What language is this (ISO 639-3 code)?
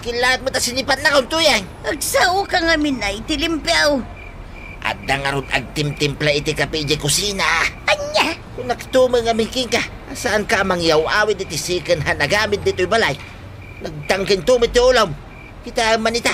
ilo